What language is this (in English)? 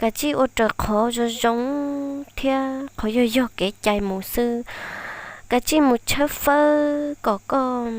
Hmong